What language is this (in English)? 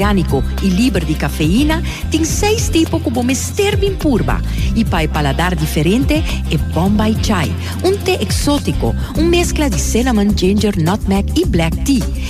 Papiamento